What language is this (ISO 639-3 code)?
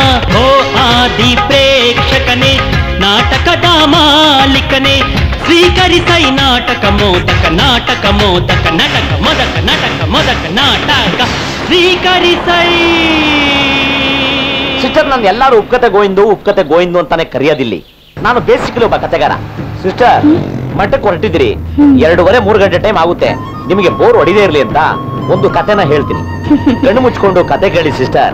kan